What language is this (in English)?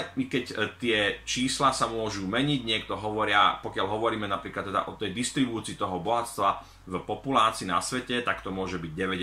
Slovak